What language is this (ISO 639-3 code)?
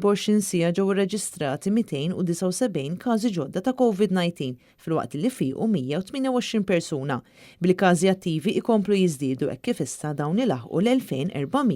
mlt